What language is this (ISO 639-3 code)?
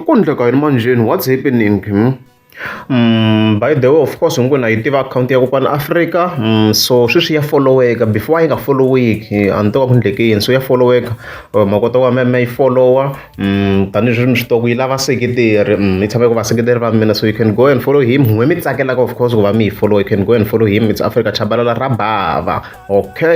tso